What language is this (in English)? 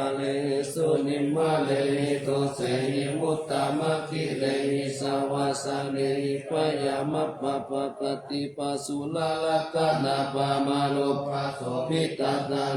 Pali